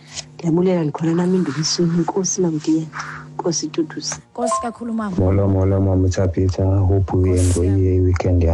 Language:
Xhosa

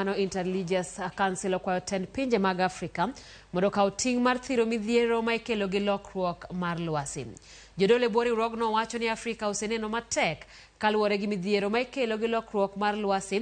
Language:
Luo (Kenya and Tanzania)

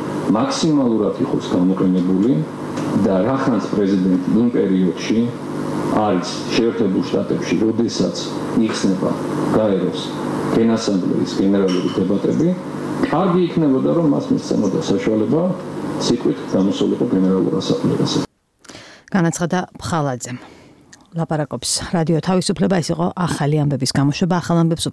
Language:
Georgian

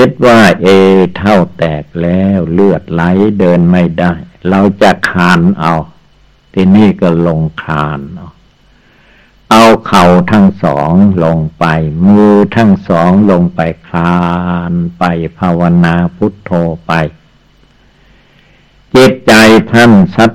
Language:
Thai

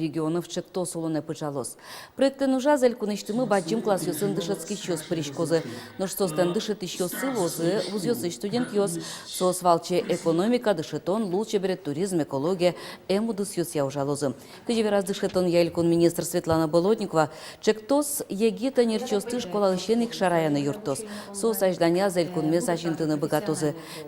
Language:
Udmurt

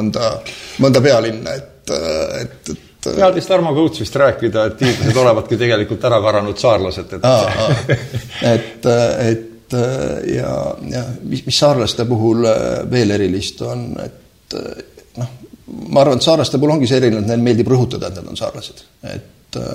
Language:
Estonian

